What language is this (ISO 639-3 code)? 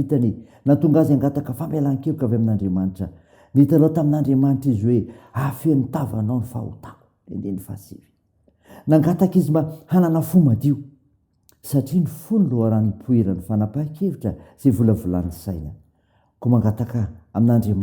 mlg